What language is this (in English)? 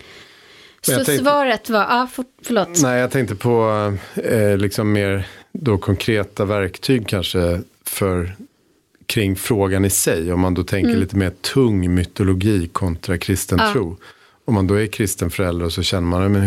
Swedish